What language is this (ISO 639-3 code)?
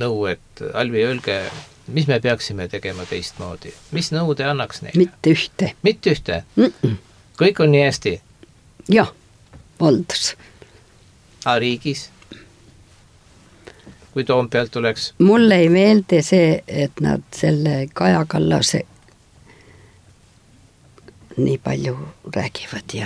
est